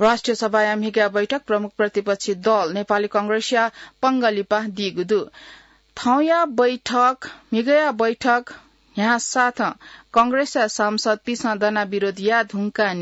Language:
Newari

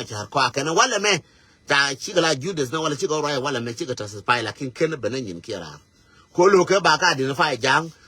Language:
Nuer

